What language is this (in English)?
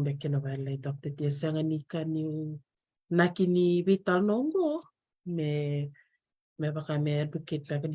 Fijian